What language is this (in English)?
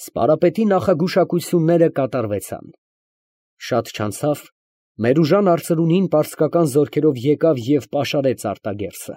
Armenian